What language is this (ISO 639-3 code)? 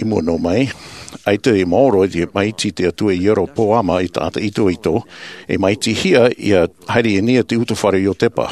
tah